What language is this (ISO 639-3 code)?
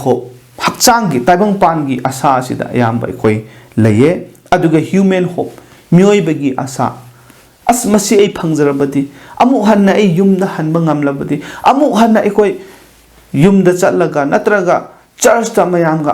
mni